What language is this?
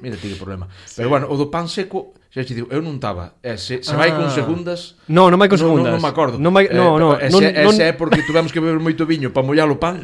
Galician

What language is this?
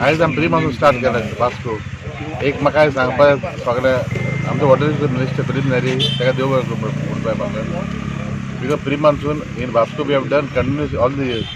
Konkani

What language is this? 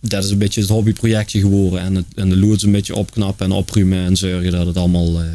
Limburgish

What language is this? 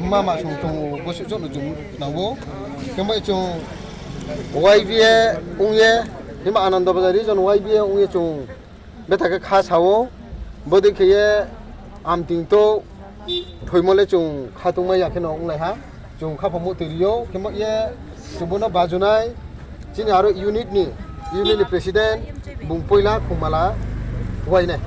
Riang (India)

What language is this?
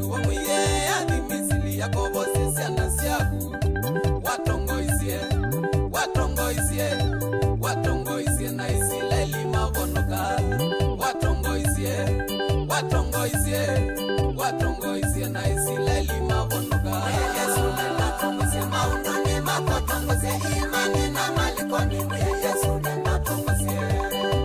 Kamba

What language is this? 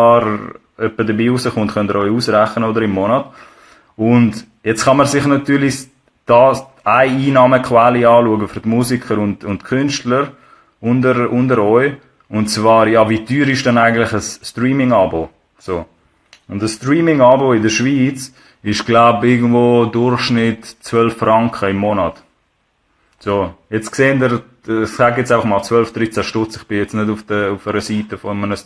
Swiss German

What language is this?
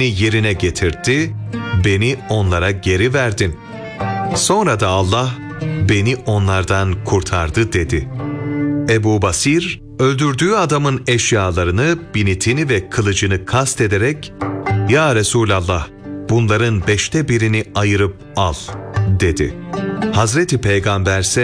Turkish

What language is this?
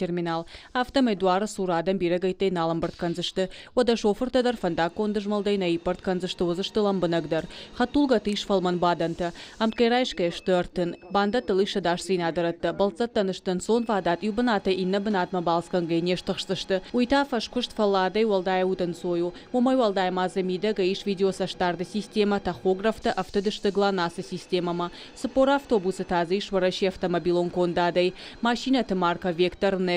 Ossetic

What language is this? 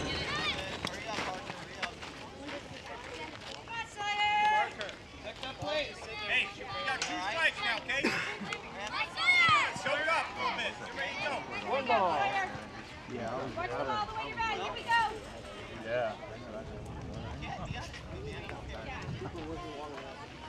English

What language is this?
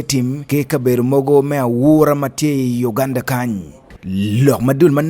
Acoli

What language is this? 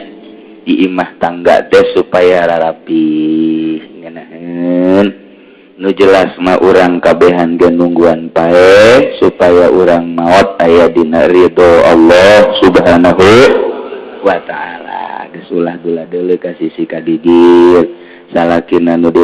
Sundanese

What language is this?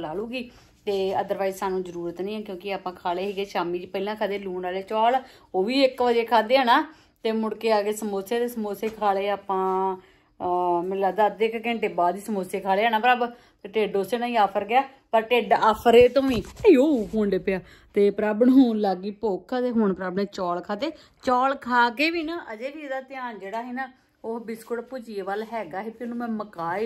Punjabi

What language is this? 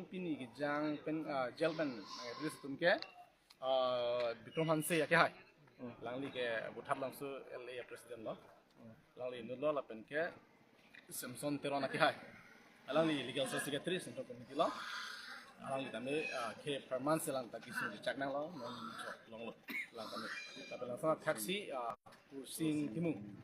Karbi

